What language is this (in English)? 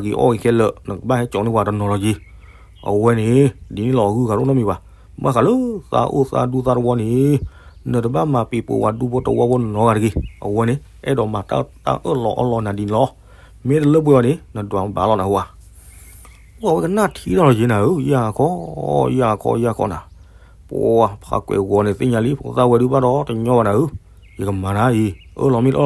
S'gaw Karen